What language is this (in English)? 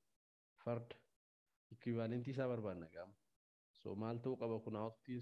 Oromo